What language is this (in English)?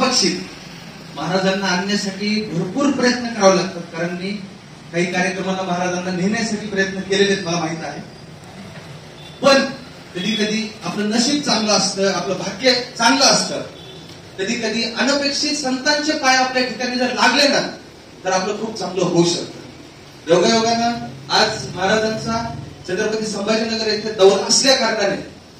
Marathi